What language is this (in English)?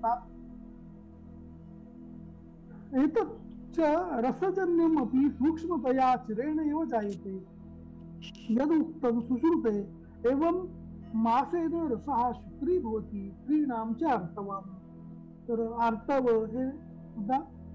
Marathi